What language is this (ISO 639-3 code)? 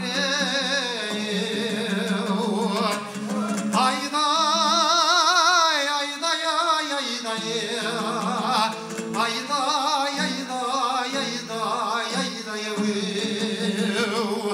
kaz